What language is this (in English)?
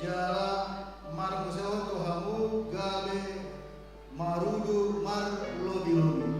Batak Toba